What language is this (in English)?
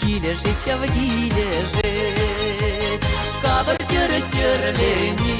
Chuvash